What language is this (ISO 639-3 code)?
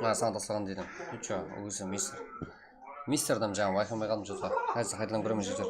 kaa